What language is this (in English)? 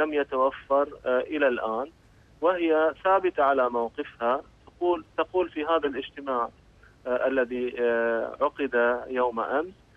Arabic